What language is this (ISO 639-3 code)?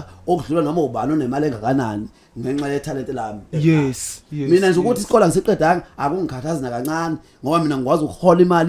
zul